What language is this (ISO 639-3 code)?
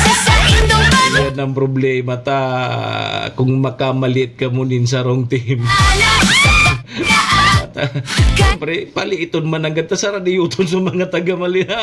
bik